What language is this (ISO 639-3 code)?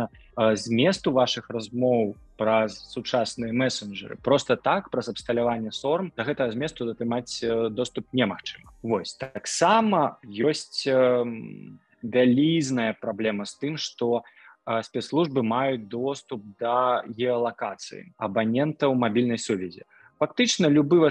bel